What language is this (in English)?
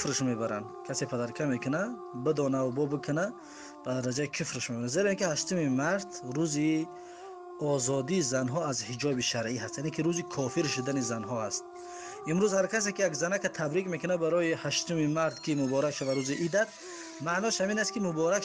Tajik